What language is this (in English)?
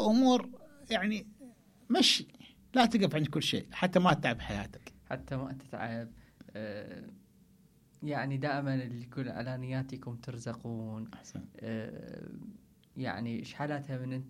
Mesopotamian Arabic